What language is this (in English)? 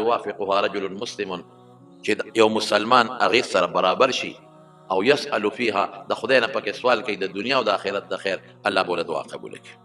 Pashto